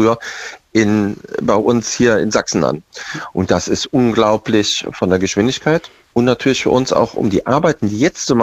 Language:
German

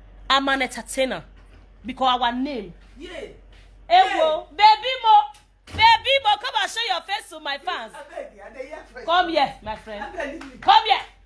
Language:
Nigerian Pidgin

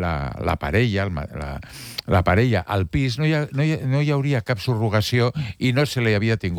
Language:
Catalan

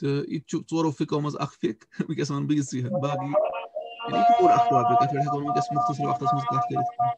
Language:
Kashmiri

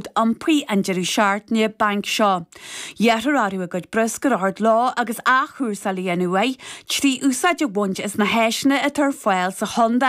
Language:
Irish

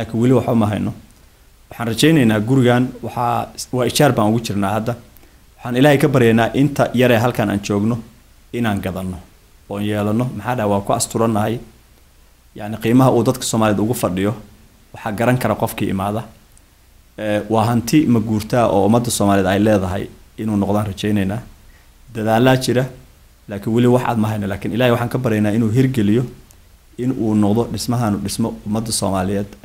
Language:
Somali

